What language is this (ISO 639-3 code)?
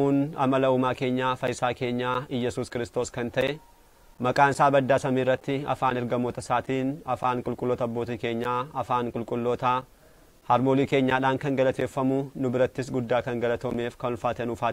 orm